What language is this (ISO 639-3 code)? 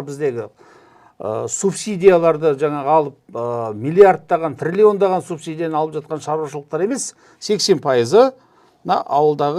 kaz